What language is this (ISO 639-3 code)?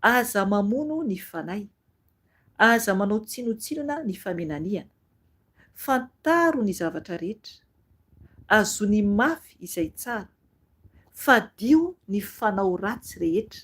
mlg